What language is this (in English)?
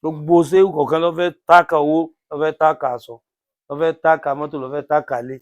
Yoruba